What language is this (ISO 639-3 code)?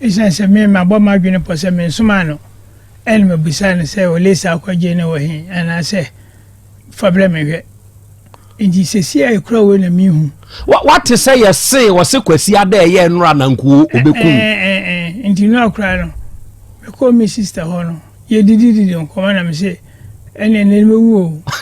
aka